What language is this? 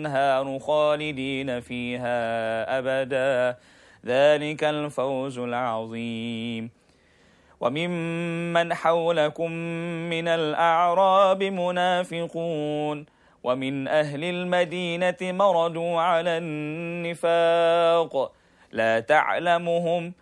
Arabic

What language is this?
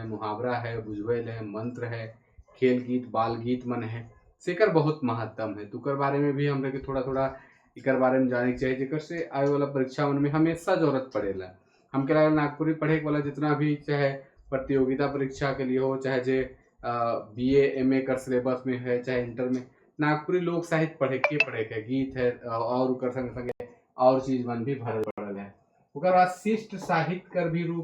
Sadri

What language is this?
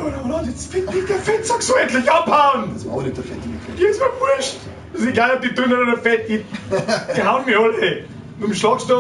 Bavarian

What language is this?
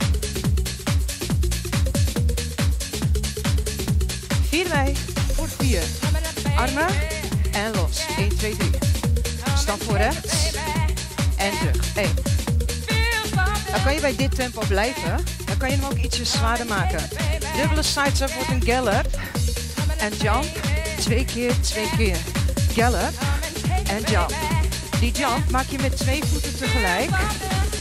Dutch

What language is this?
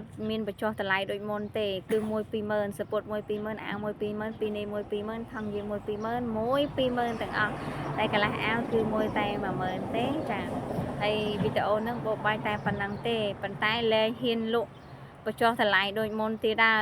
Khmer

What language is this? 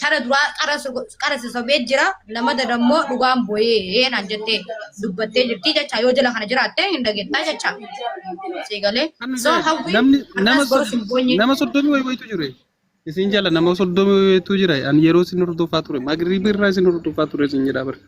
Oromo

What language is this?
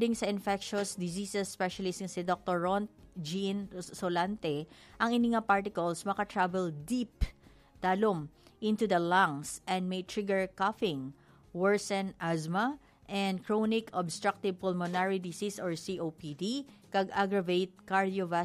Hiligaynon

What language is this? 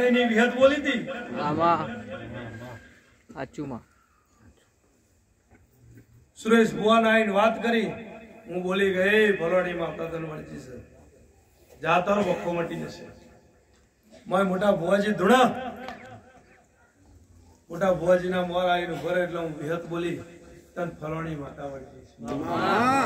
Gujarati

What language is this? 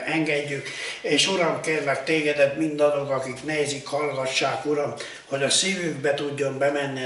Hungarian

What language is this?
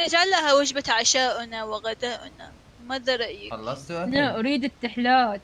Mesopotamian Arabic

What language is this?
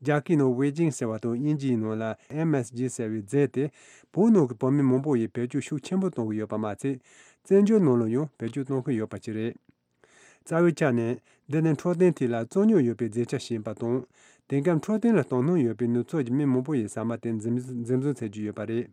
Tibetan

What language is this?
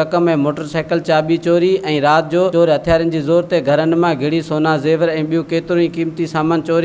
Sindhi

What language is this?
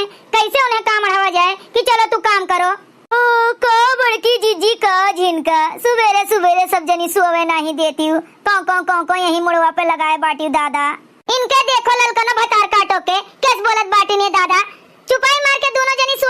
Awadhi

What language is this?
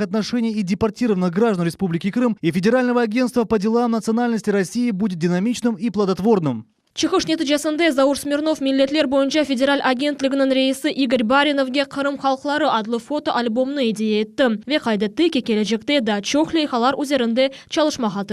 Crimean Tatar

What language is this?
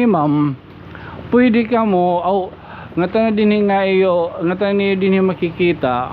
Waray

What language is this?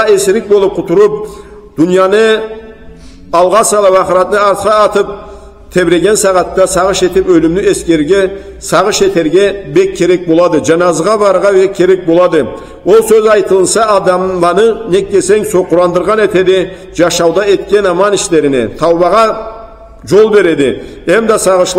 Karachay-Balkar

